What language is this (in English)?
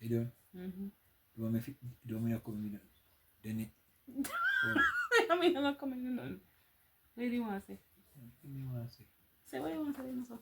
Jamaican Creole English